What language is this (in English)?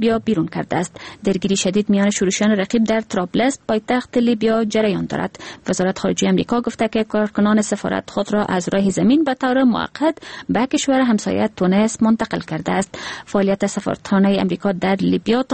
Persian